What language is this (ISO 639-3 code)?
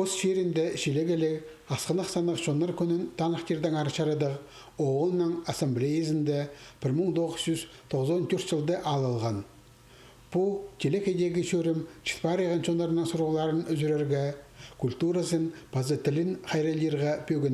kjh